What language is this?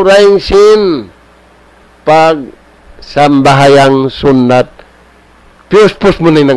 Tausug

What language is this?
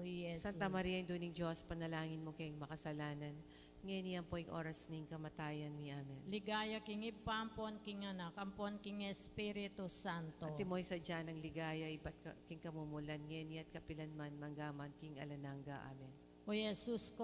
Pampanga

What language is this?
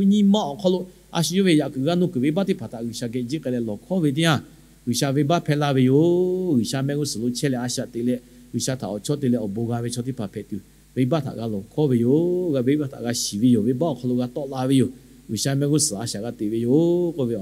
Lahu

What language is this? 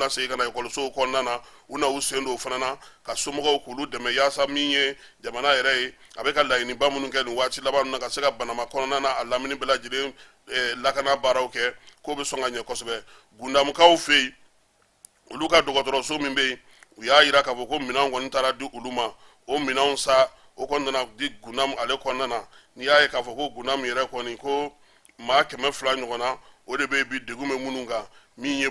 Bambara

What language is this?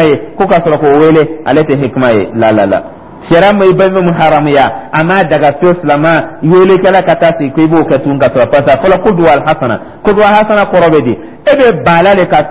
Dyula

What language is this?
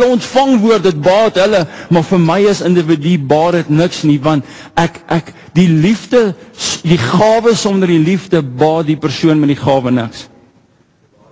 Afrikaans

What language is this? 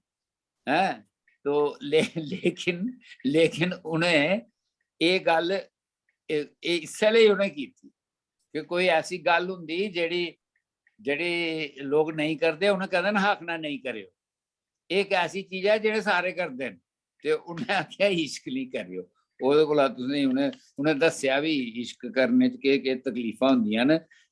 Dogri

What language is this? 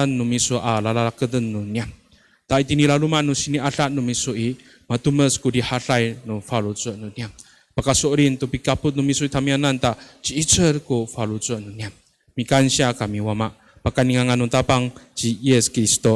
Amis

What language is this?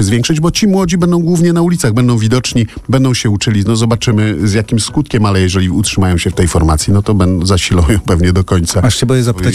Polish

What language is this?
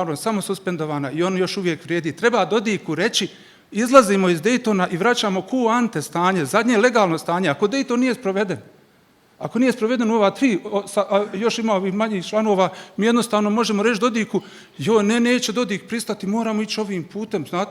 Bosnian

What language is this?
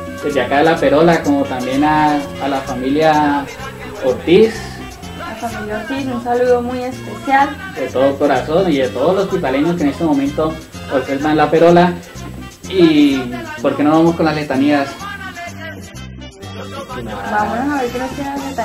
Spanish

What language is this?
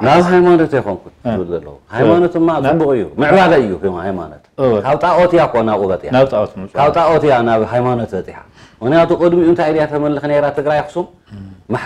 Tigrinya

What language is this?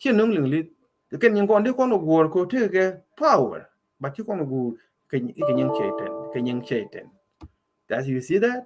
Nuer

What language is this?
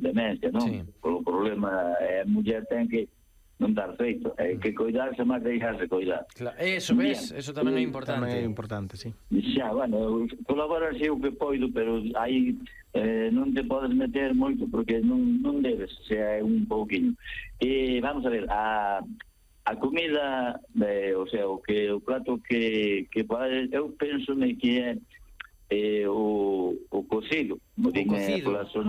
Galician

